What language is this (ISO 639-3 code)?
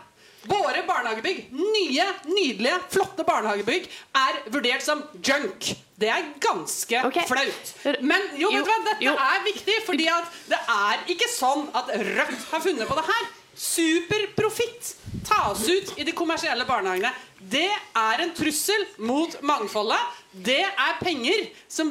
nor